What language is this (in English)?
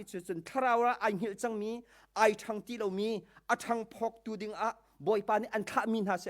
Hakha Chin